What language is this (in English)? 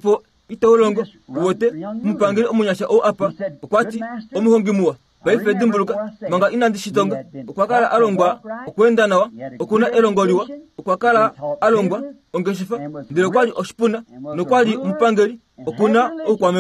Kuanyama